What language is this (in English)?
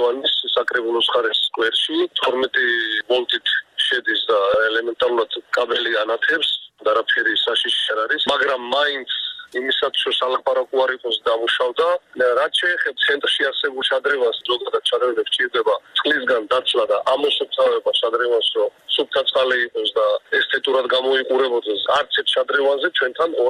Georgian